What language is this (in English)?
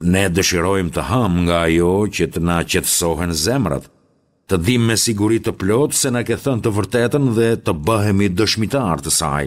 Albanian